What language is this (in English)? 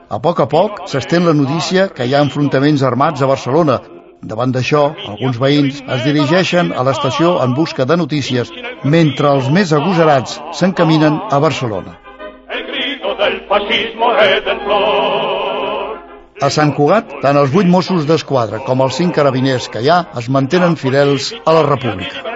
Catalan